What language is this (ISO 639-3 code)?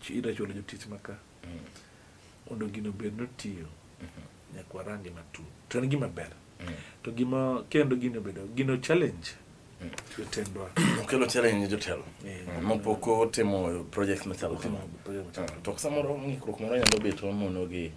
luo